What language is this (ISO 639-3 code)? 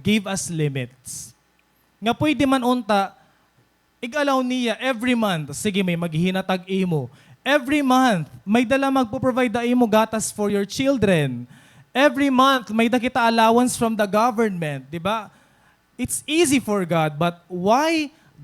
war